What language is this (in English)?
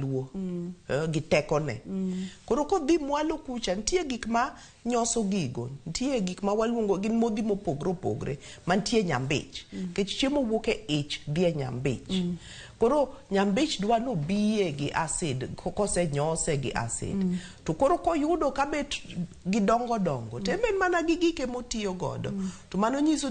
Luo (Kenya and Tanzania)